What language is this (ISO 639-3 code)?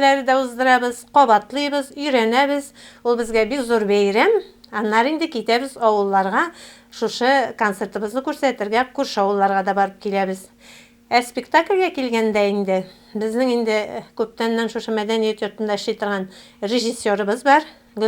tat